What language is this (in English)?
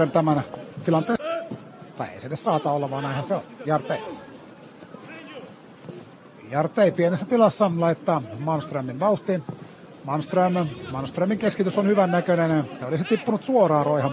Finnish